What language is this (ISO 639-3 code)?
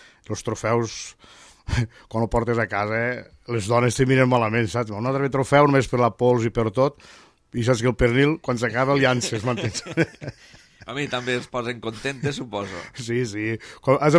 cat